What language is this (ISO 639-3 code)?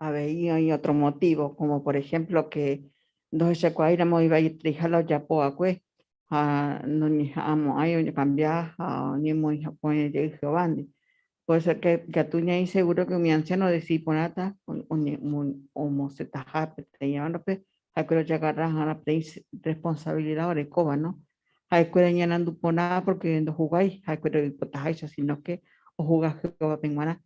grn